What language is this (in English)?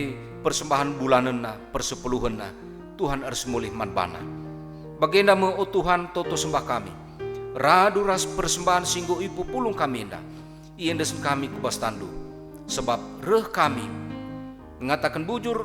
Batak Karo